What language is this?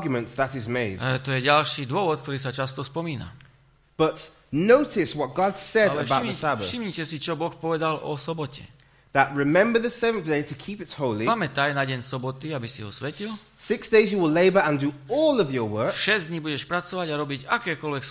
Slovak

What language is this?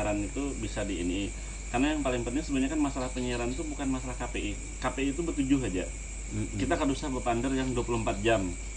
Banjar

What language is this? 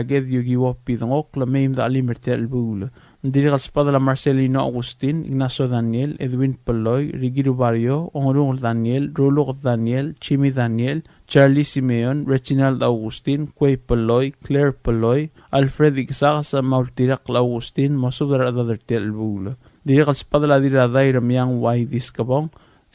Palauan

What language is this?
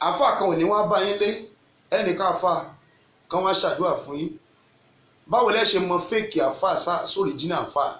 Yoruba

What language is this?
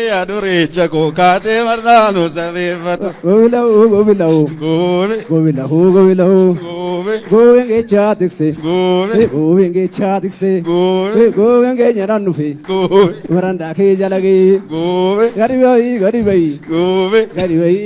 Oromo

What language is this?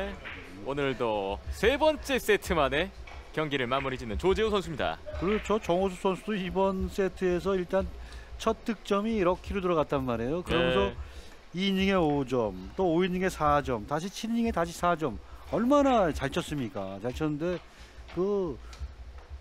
Korean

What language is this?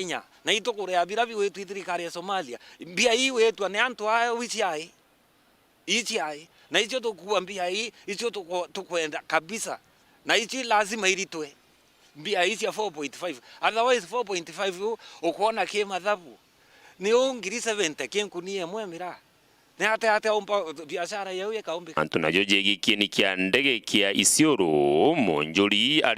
Meru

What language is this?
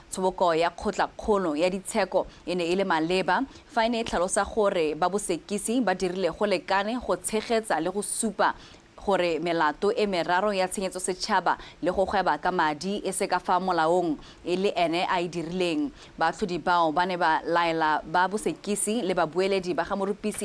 Tswana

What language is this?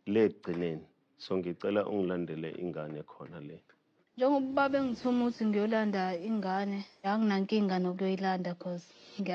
Zulu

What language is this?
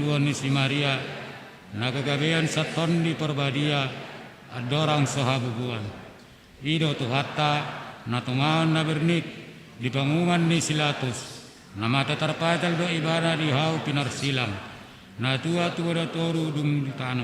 Batak Toba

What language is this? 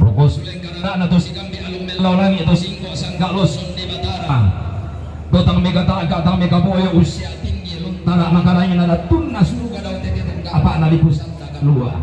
Toraja-Sa'dan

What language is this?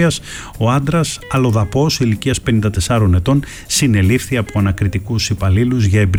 Greek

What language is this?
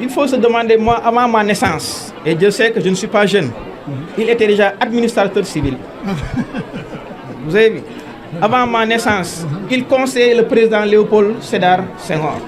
Fula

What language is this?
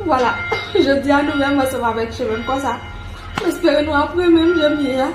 Haitian Creole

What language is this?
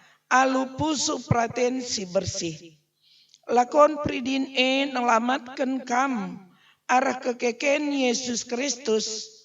Batak Karo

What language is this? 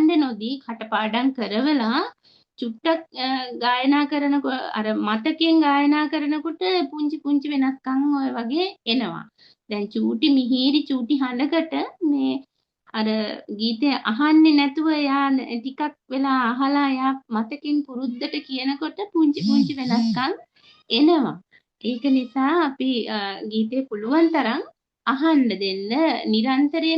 Sinhala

